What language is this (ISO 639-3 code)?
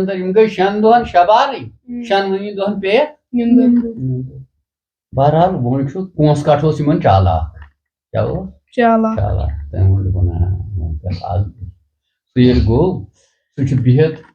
kas